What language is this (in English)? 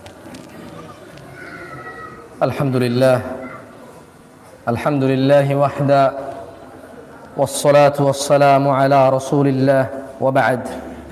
Bangla